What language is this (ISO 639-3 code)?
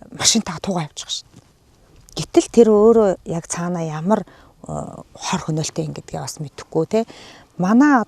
mon